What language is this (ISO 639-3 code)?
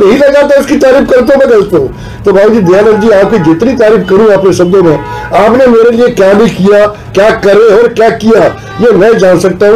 hin